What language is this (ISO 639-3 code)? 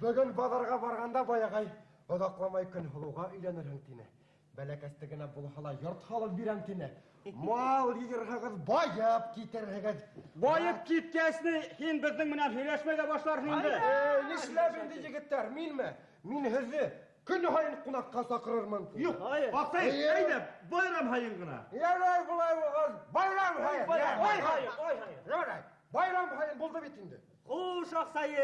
bak